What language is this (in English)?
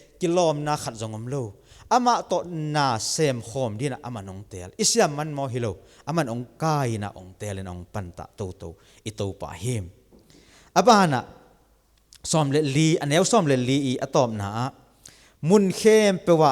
Tedim Chin